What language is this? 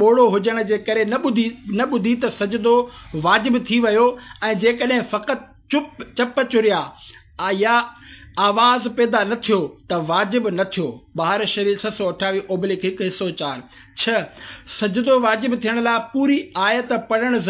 Sindhi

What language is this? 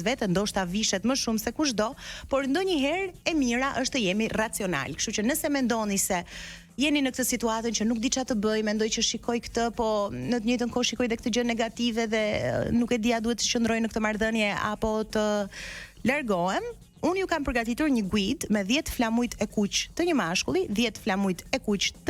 Albanian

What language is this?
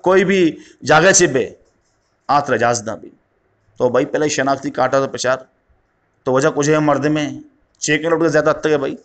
Eastern Balochi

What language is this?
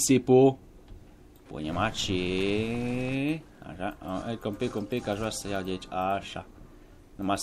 Romanian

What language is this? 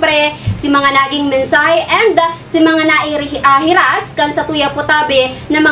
Bikol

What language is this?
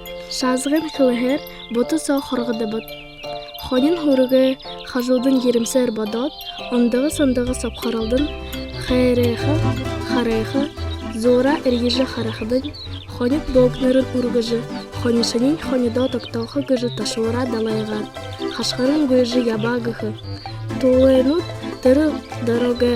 Buriat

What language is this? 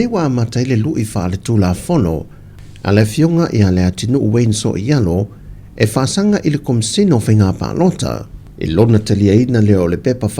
Samoan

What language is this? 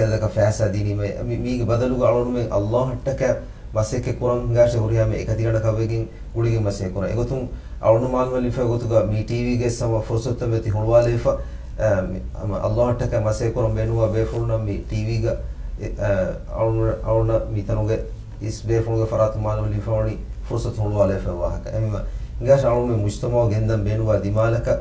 Divehi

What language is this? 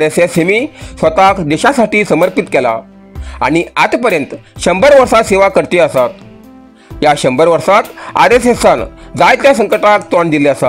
Konkani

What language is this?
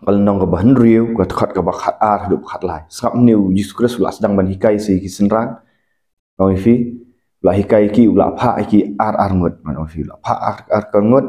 Khasi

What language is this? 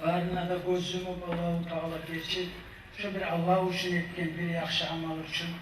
Kumyk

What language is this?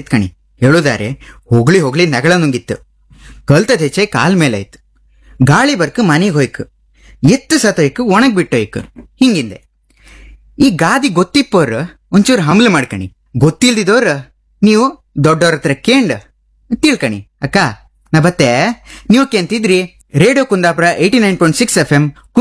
Kannada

